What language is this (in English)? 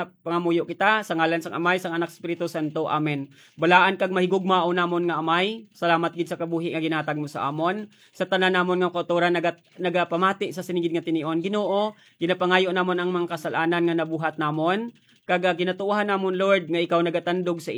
Hiligaynon